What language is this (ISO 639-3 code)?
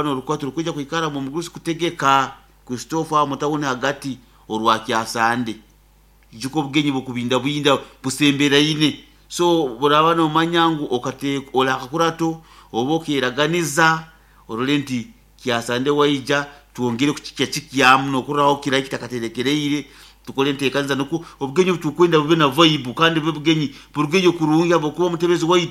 nyo